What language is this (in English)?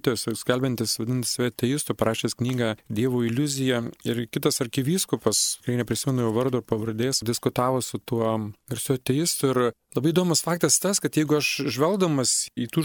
Lithuanian